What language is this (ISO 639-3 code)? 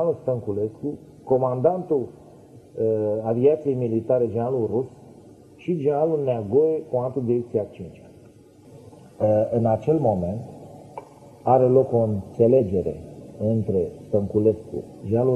ron